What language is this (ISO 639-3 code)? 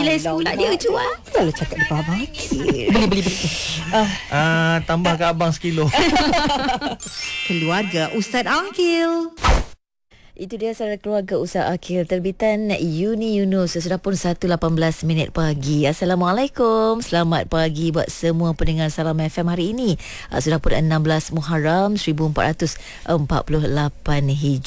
msa